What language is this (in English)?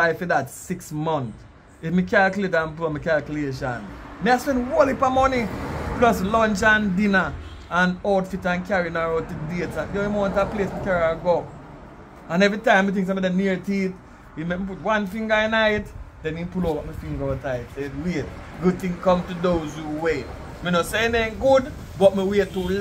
Jamaican Creole English